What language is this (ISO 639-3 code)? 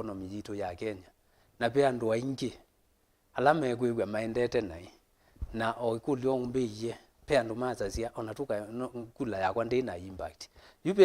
kam